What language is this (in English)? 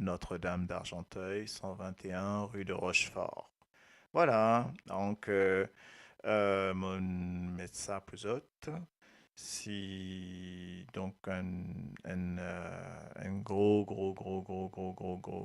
Morisyen